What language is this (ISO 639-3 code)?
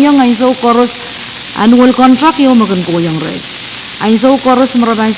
pon